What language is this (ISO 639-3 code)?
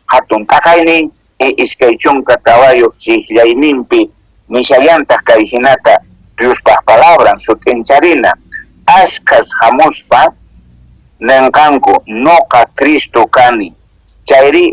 que